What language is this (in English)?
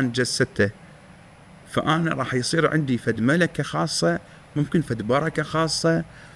Mesopotamian Arabic